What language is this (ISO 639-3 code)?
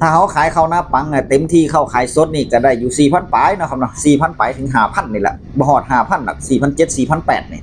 tts